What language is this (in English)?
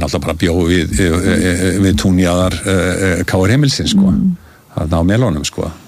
Icelandic